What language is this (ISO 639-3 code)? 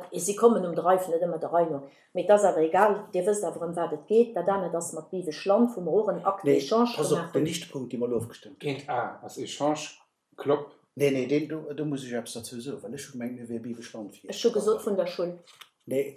ltz